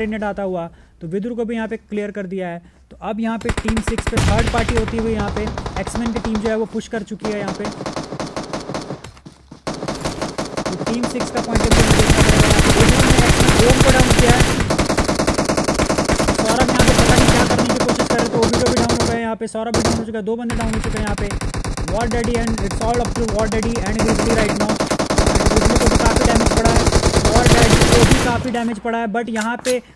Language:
Hindi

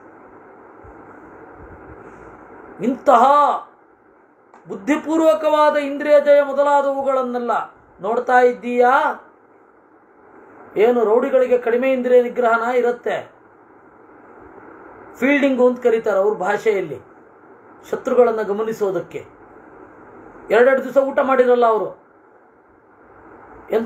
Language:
Kannada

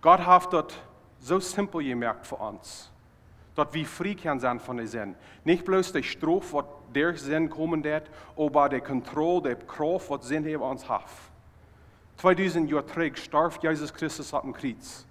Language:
Plautdietsch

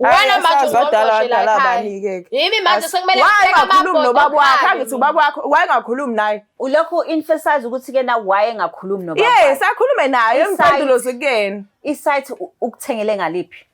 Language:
Zulu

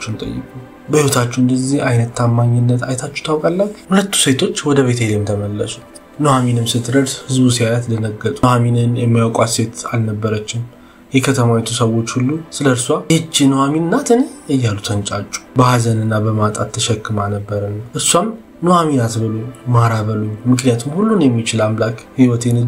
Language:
Amharic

